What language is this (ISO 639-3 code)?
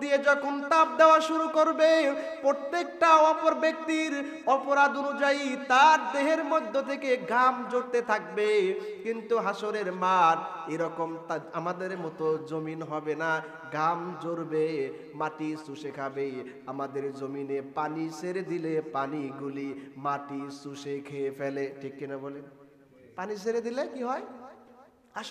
ben